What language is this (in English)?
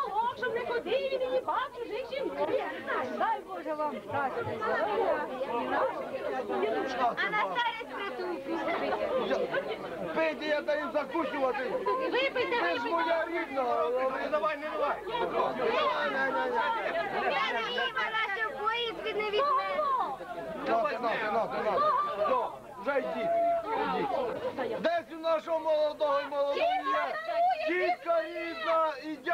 Ukrainian